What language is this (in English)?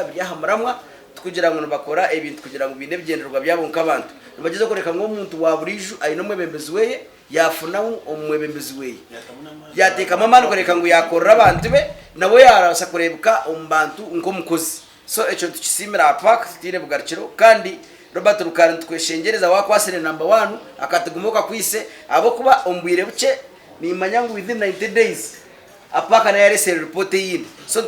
Nyankole